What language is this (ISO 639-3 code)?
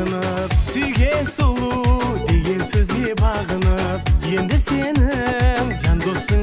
kaa